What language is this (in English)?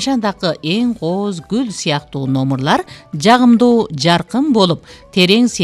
Kyrgyz